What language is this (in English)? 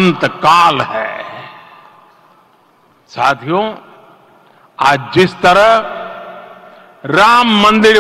Hindi